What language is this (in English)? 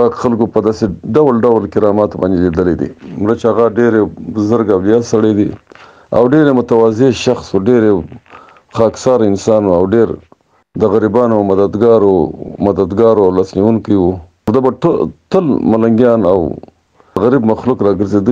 Pashto